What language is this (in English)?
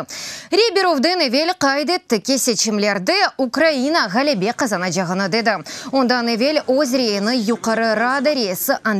Crimean Tatar